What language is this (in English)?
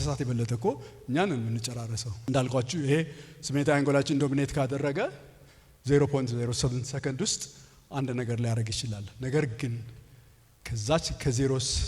Amharic